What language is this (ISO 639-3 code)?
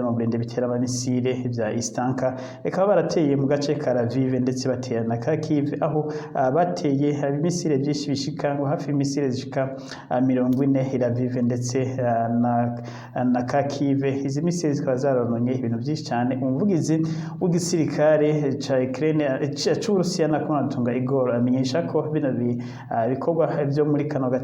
run